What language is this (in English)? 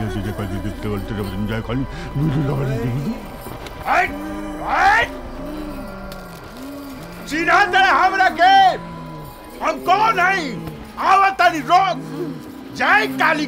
Bhojpuri